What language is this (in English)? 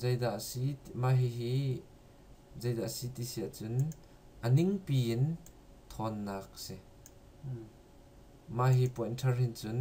Hakha Chin